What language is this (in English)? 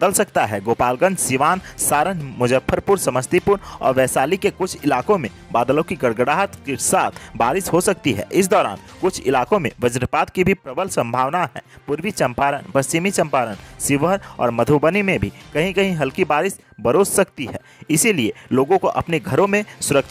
Hindi